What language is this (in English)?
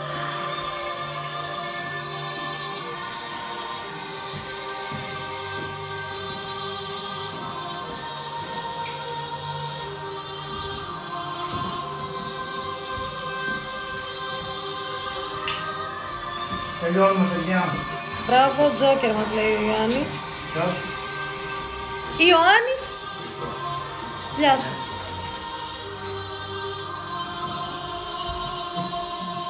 Greek